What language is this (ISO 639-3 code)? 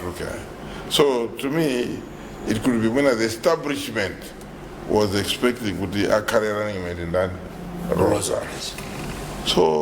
nya